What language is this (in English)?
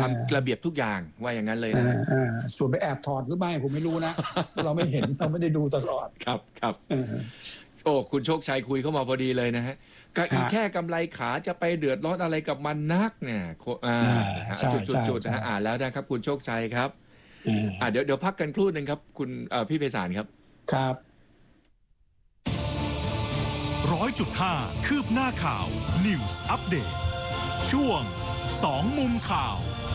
Thai